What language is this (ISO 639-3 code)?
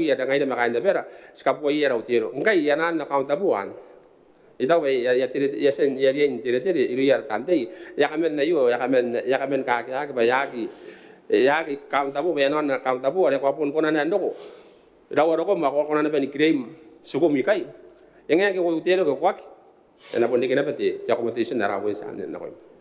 gil